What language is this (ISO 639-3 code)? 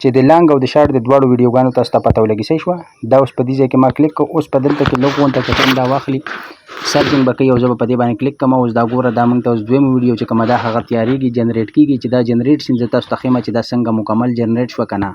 pus